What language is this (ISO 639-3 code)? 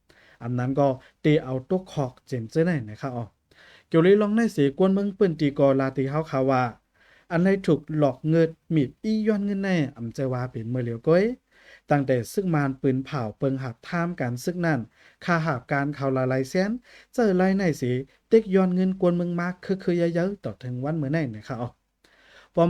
shn